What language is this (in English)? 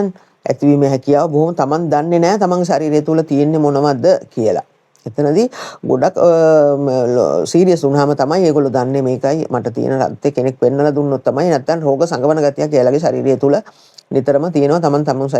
Sinhala